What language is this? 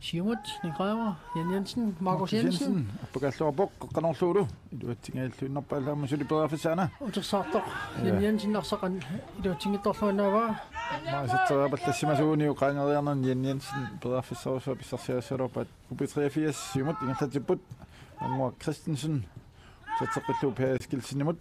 Kalaallisut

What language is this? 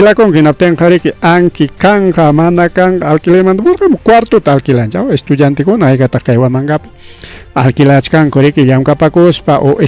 Ayacucho Quechua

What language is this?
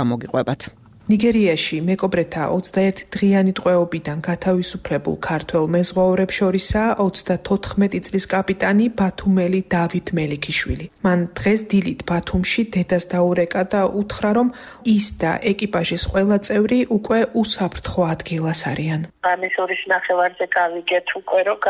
Georgian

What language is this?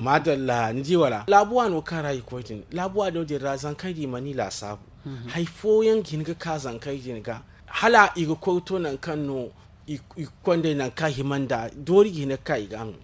Zarma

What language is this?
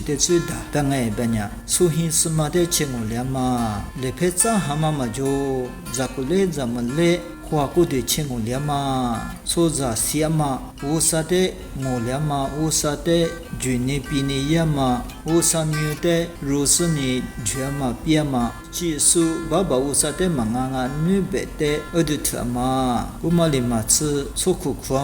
Lisu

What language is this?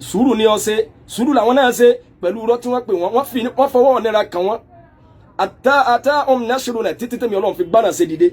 Yoruba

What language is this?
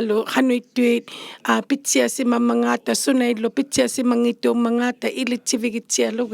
Inuktitut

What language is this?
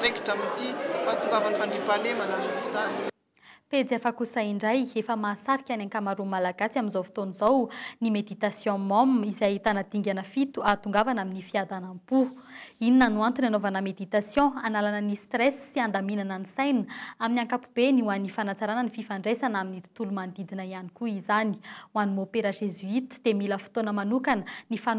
Malagasy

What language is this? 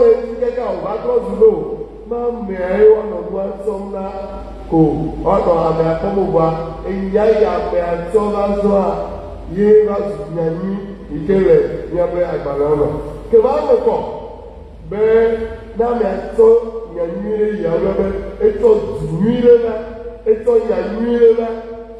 Ewe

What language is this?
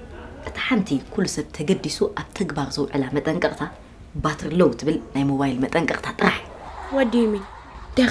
Tigrinya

